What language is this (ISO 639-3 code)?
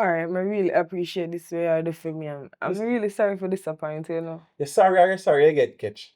jam